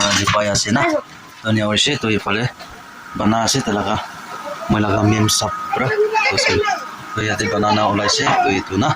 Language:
Naga Pidgin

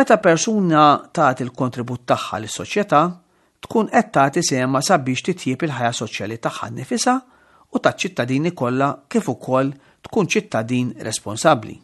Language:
Maltese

